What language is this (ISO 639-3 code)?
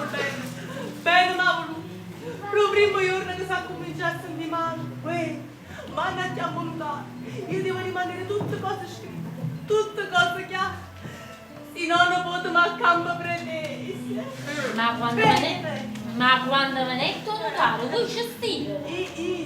nap